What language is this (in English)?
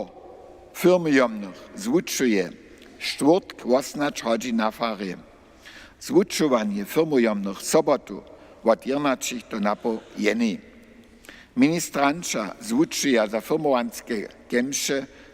Upper Sorbian